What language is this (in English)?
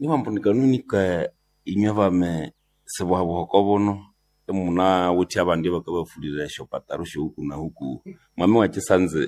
Nande